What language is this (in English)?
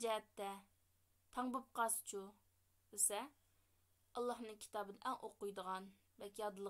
Uyghur